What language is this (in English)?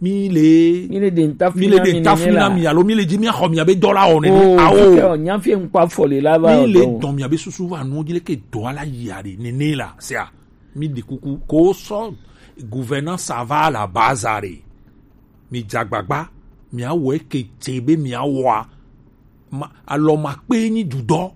Gen